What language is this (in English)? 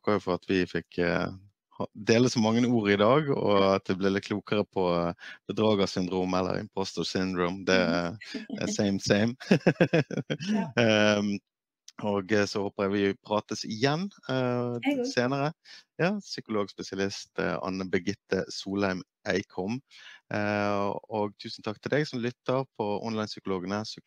Norwegian